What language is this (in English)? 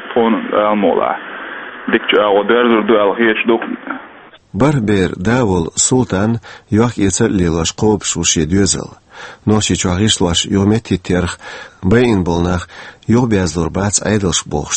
Chechen